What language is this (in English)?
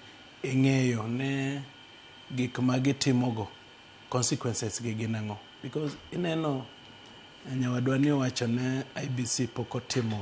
Luo (Kenya and Tanzania)